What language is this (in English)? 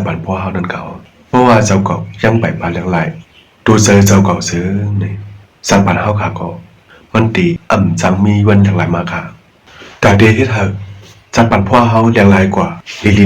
Shan